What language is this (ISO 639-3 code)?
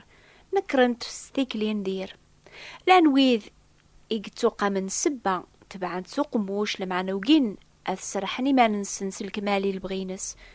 kab